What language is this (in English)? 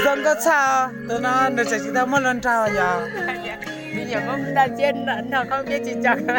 Hmong